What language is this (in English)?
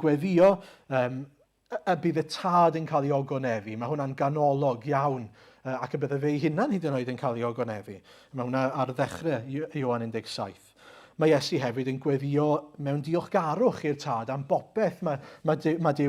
Welsh